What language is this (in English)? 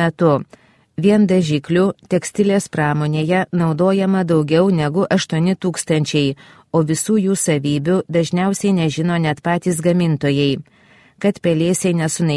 Lithuanian